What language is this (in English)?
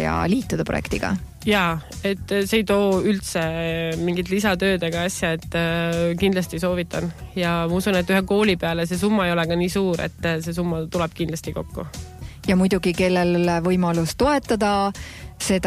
Estonian